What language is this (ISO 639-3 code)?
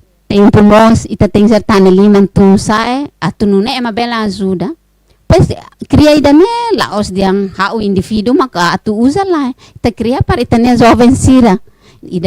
tet